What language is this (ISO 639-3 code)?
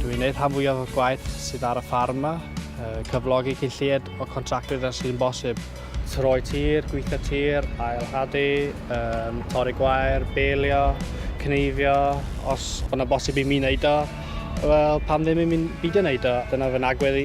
cym